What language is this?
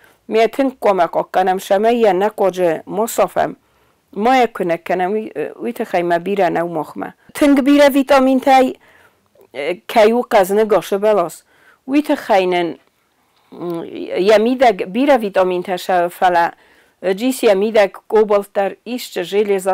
Ossetic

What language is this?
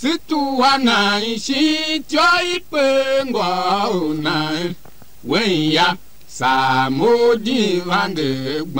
Tiv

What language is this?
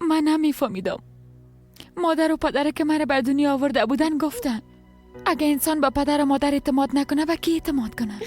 Persian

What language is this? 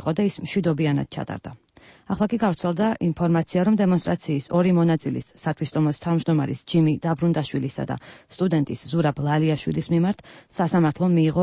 Georgian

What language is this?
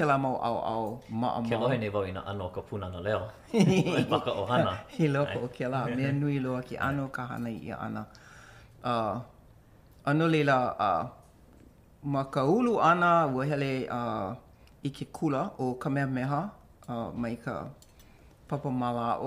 Hawaiian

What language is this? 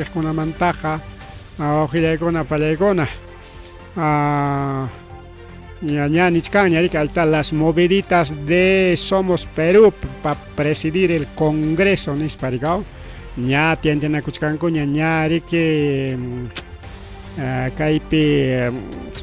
Ayacucho Quechua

